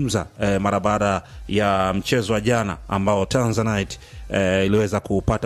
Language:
Swahili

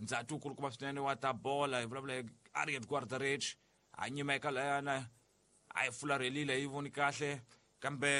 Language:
Tsonga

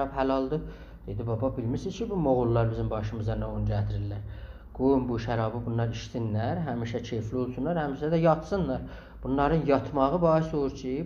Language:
South Azerbaijani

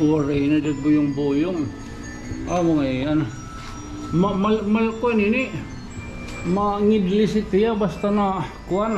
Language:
Waray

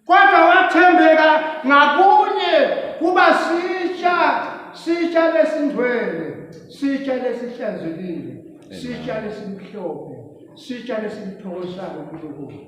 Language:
Swati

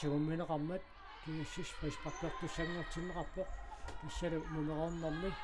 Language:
Kalaallisut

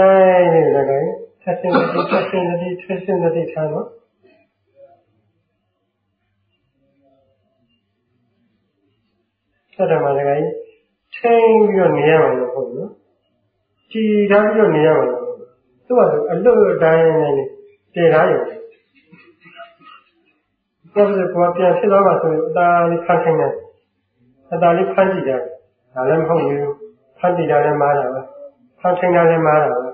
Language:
Burmese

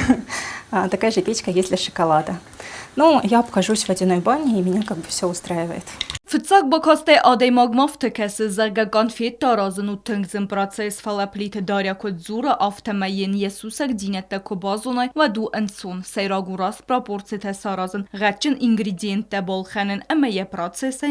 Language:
Ossetic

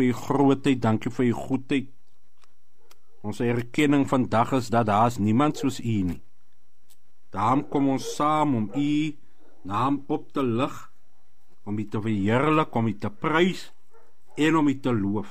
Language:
Afrikaans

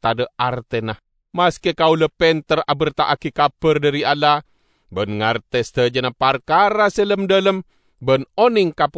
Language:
Madurese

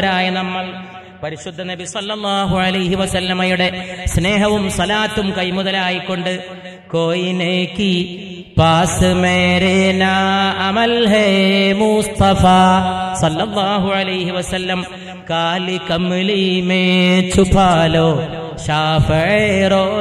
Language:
Malayalam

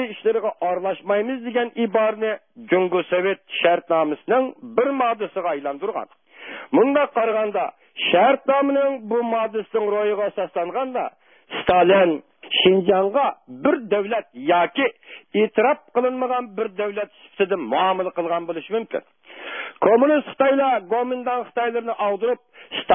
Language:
Uyghur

